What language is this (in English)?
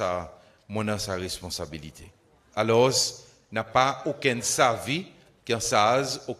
Seselwa Creole French